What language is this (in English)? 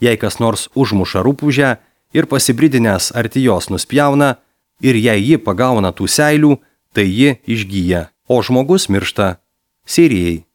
Lithuanian